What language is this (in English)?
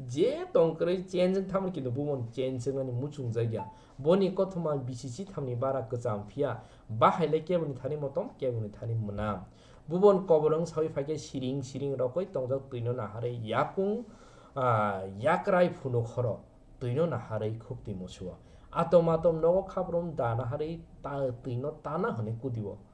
Kok Borok